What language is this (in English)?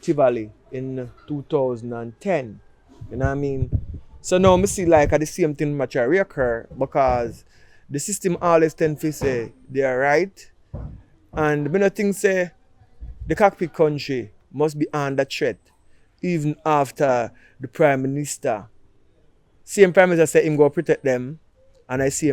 Jamaican Creole English